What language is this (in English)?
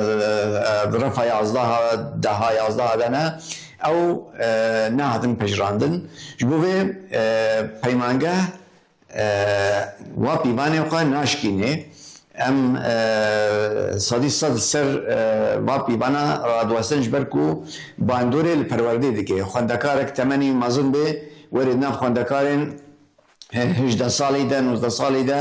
Kurdish